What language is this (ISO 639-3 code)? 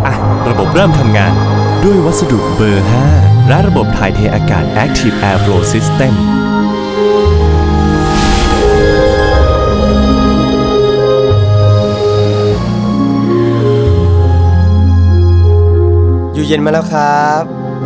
tha